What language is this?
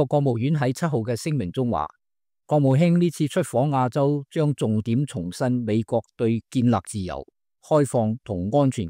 Cantonese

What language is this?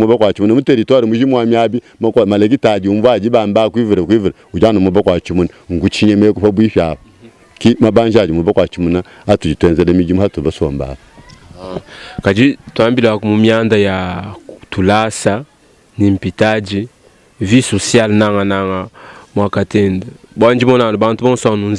Luba-Lulua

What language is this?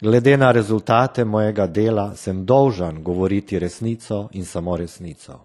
Slovenian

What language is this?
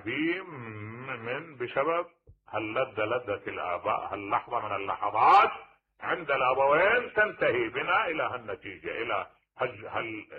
Mesopotamian Arabic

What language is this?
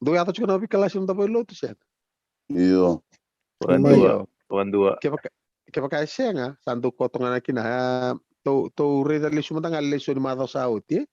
Fijian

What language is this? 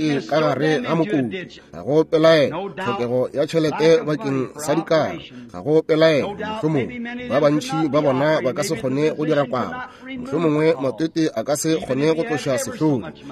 Northern Sotho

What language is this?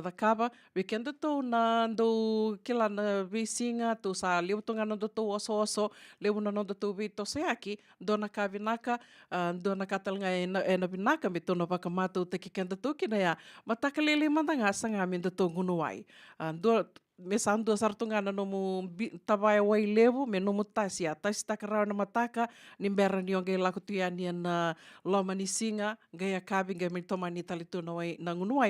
Fijian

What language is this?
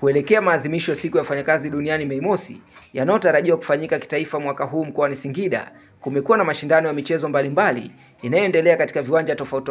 Swahili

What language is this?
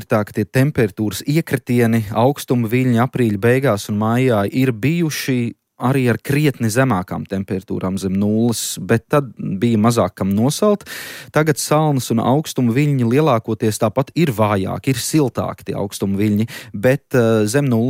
Latvian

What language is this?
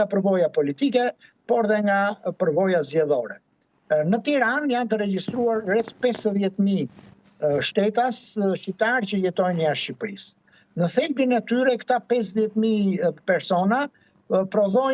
Albanian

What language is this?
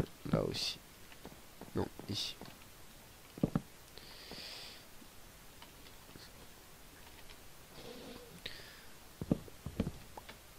French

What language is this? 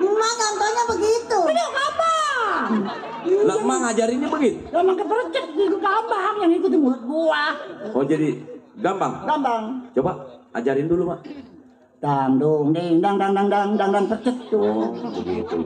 Betawi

